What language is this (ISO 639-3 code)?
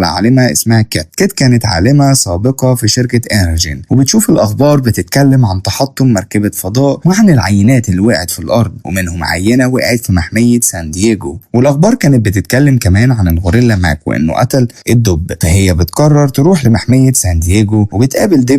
arz